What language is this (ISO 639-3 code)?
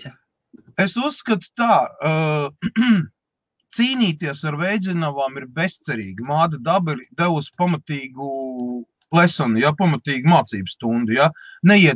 lav